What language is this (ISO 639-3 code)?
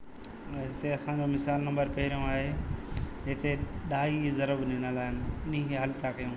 snd